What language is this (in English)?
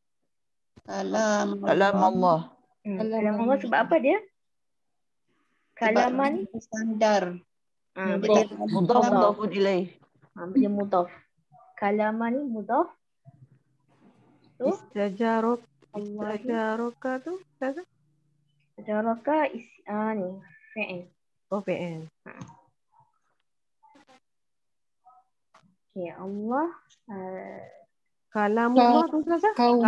Malay